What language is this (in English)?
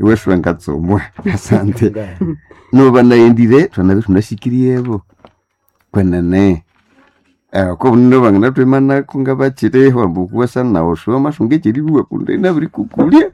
Nande